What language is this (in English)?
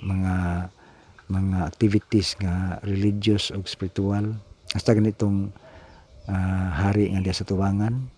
Cebuano